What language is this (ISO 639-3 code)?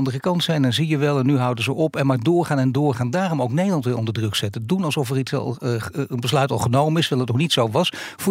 nld